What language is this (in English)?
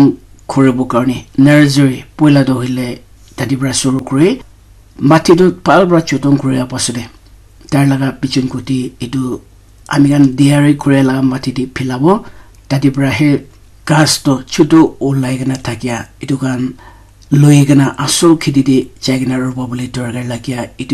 Naga Pidgin